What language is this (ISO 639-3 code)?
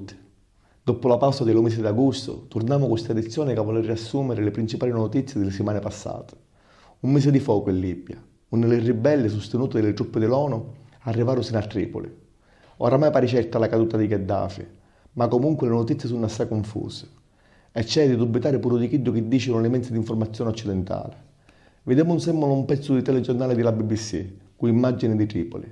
scn